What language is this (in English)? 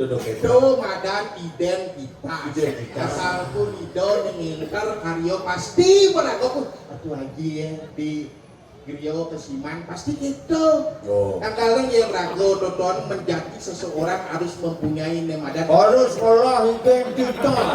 Balinese